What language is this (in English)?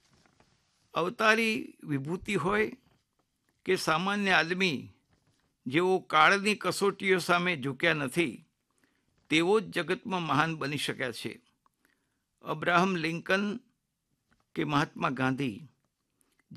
Gujarati